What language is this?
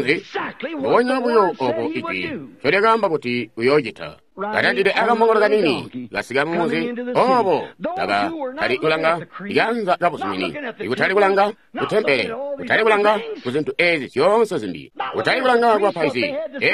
Tonga (Zambia)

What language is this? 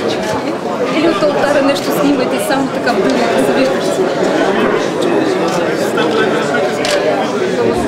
Bulgarian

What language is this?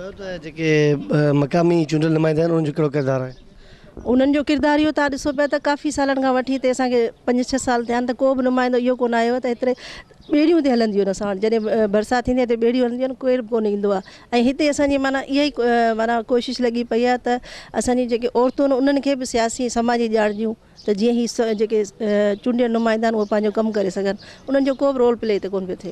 Sindhi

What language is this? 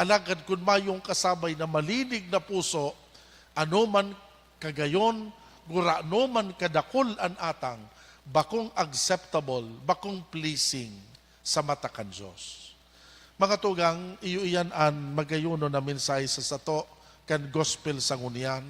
Bikol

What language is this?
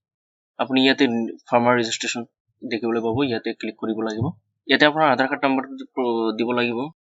Assamese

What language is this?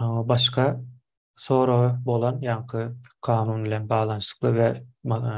Turkmen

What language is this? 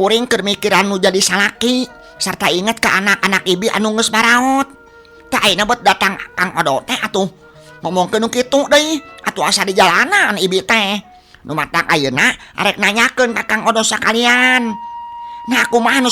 Sundanese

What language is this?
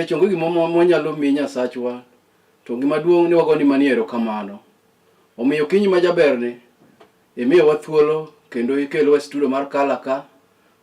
Luo (Kenya and Tanzania)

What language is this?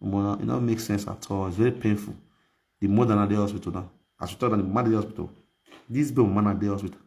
Nigerian Pidgin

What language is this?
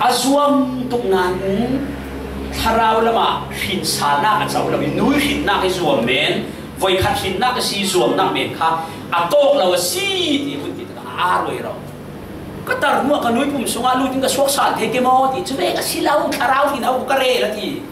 Falam Chin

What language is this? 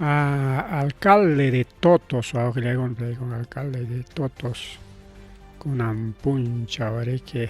Ayacucho Quechua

